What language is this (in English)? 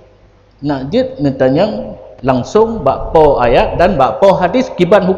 Achinese